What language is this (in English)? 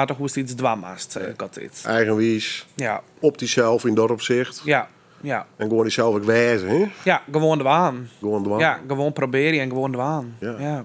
Western Frisian